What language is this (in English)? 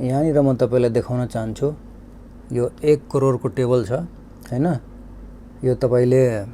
Nepali